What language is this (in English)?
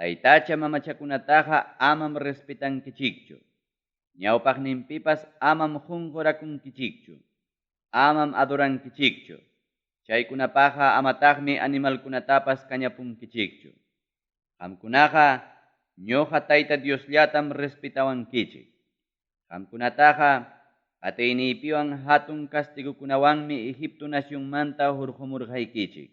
Ayacucho Quechua